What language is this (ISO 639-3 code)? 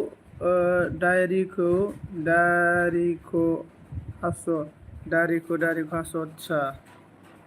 brx